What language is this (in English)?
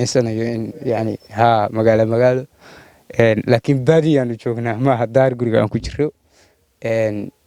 Somali